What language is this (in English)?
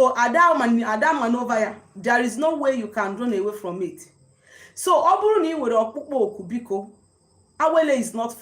Igbo